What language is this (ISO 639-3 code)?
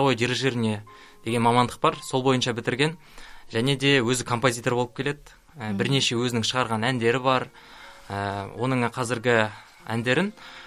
kaz